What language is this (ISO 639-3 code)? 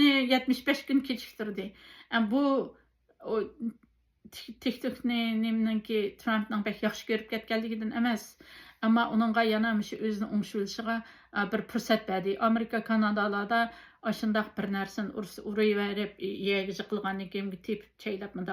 uig